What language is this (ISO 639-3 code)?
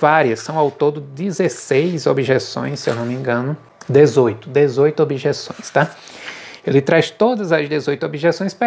por